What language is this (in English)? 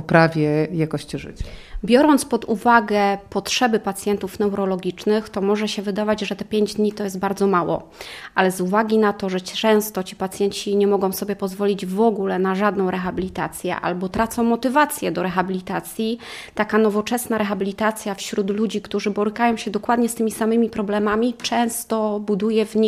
Polish